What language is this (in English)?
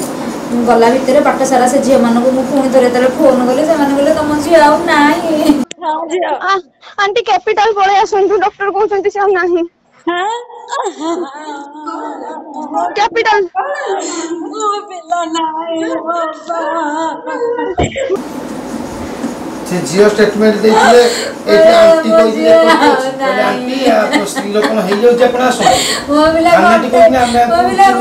Odia